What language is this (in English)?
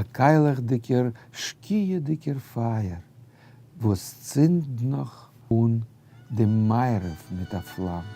Yiddish